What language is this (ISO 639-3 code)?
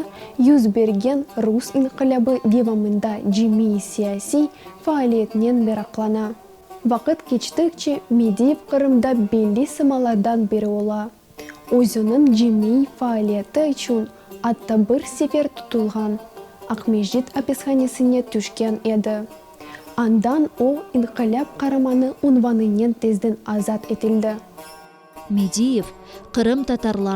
crh